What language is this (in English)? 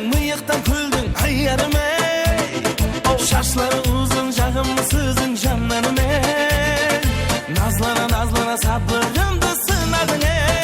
Kara-Kalpak